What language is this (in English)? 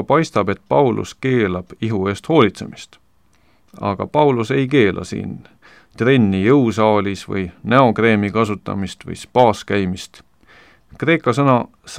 Estonian